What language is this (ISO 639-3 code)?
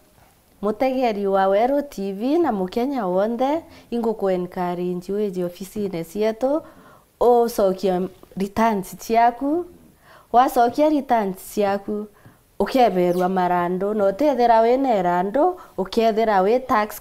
mer